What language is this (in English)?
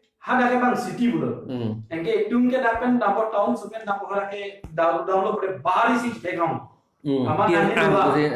Karbi